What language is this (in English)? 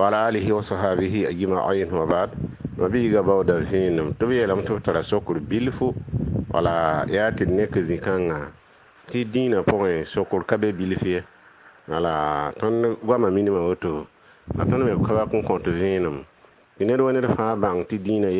Mossi